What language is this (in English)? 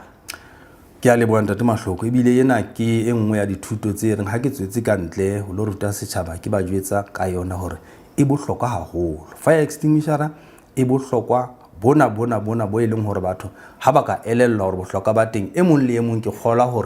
Southern Sotho